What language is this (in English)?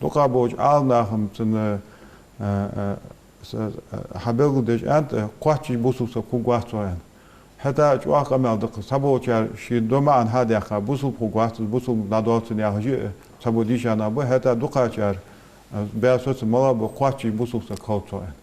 Ingush